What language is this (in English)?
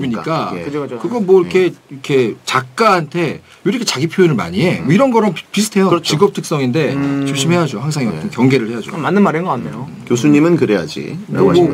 Korean